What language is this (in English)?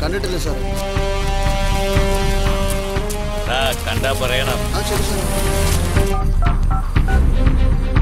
Malayalam